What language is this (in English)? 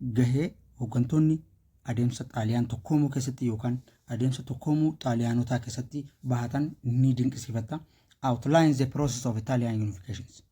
Oromo